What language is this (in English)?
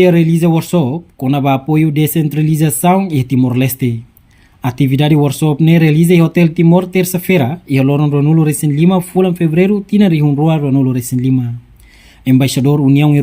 Tetum